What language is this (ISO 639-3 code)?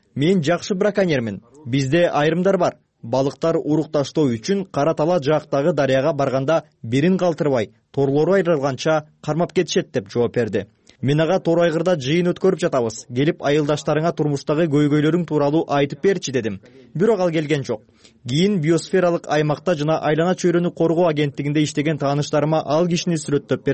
kir